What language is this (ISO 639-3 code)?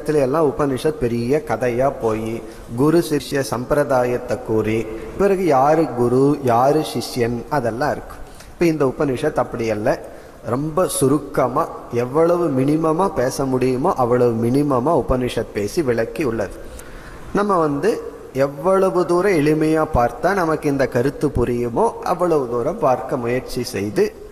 tam